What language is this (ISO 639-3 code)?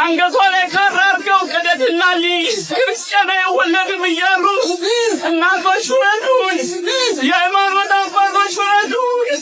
amh